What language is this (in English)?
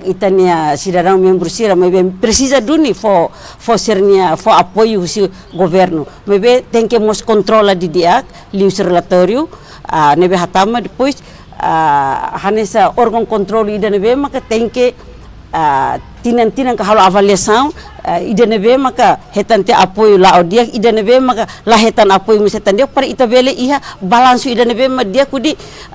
Tetum